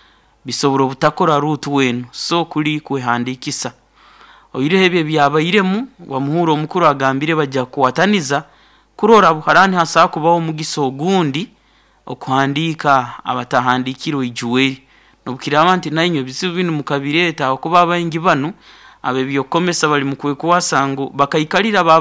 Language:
Nyankole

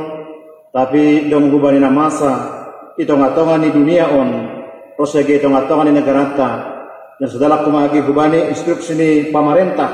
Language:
Batak Simalungun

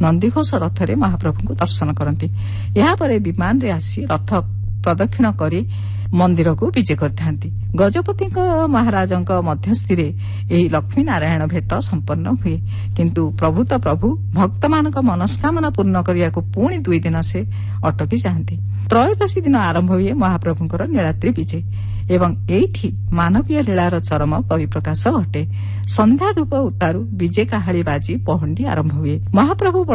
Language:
Odia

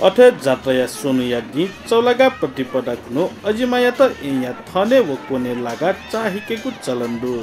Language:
Newari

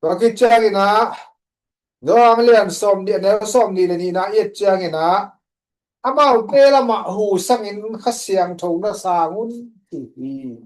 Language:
Tedim Chin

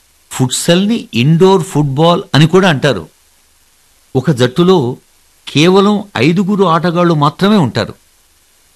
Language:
Telugu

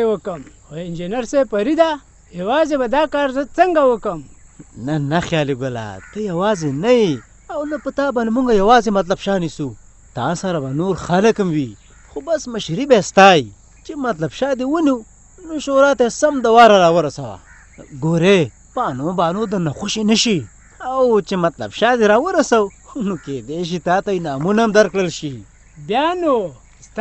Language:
Pashto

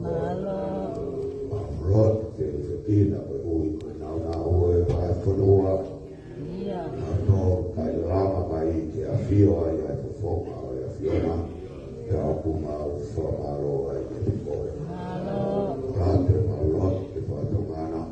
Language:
Tongan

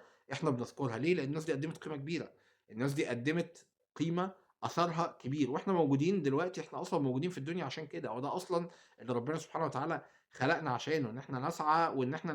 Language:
Egyptian Arabic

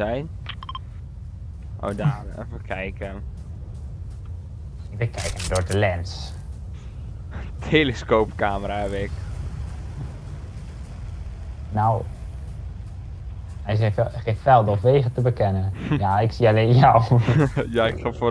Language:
Dutch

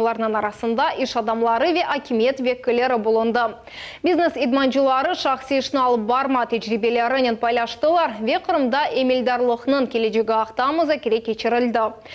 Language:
Crimean Tatar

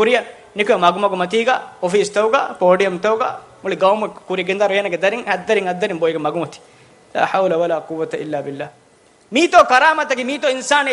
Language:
Divehi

